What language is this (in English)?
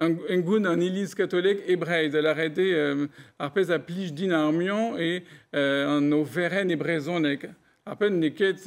Breton